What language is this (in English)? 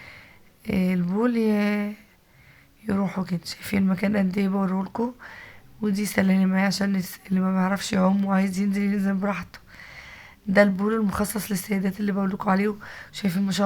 Egyptian Arabic